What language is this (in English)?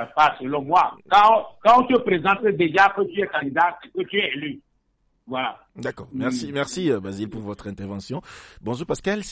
French